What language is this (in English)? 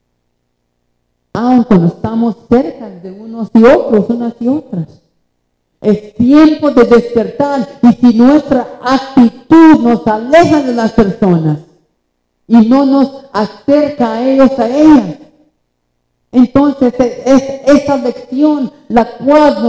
Spanish